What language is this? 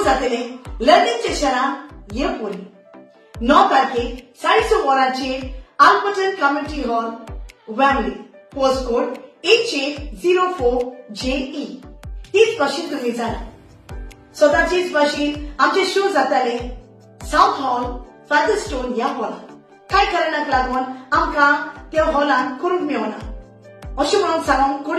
Konkani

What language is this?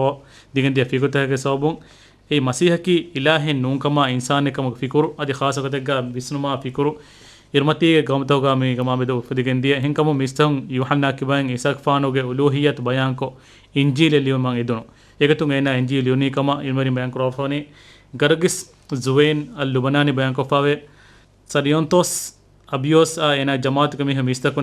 Divehi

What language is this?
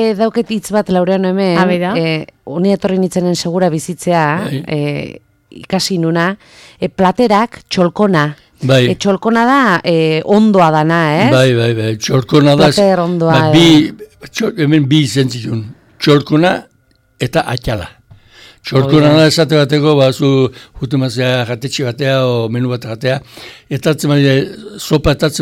Basque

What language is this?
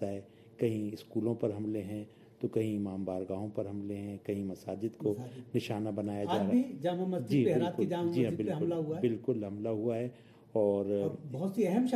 Urdu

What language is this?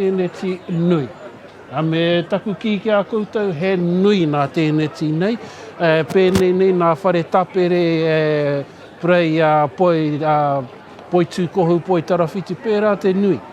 Māori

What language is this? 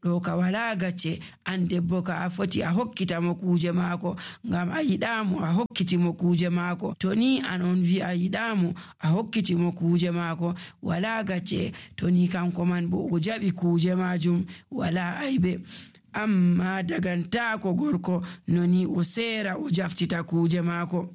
Nigerian Fulfulde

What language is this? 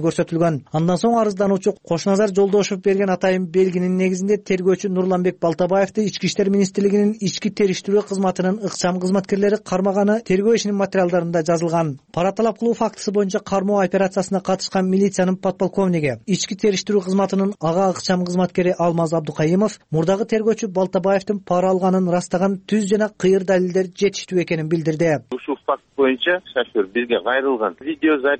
Kyrgyz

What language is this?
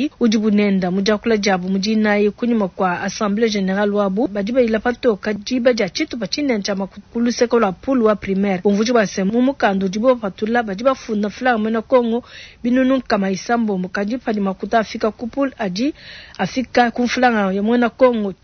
Luba-Lulua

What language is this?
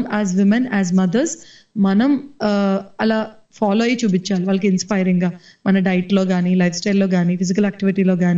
Telugu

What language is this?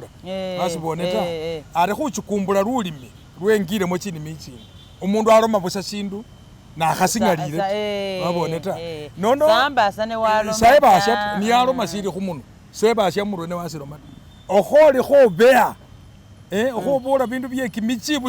Masaaba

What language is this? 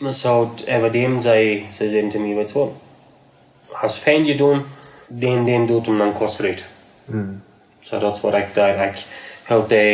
Plautdietsch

